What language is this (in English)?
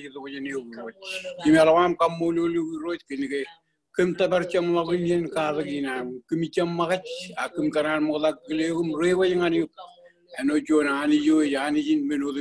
Marshallese